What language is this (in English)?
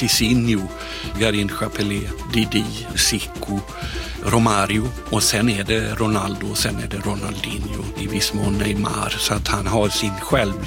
Swedish